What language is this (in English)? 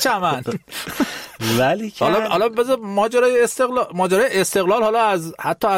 Persian